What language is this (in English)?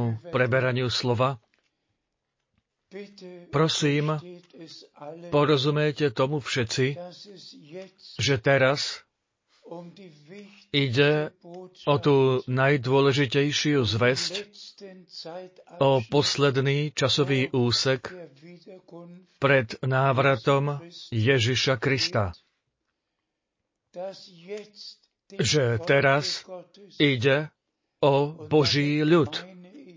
Slovak